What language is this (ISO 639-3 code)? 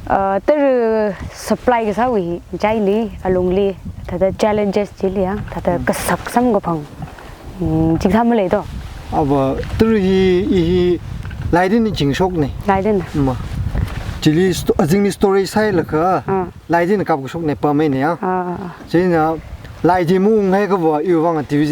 nmf